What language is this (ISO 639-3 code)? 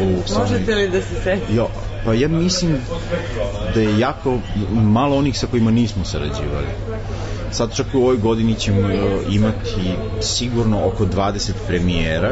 srp